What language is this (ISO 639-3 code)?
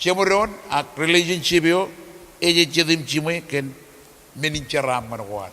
mah